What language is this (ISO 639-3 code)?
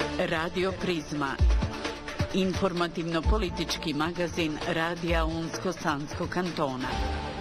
bos